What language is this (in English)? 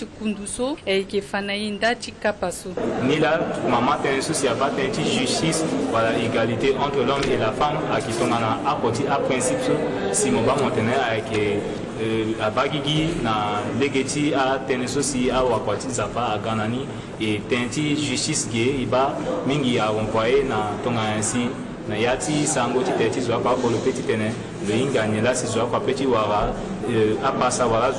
Sango